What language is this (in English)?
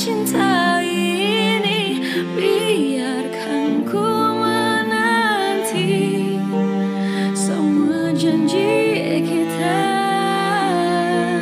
Indonesian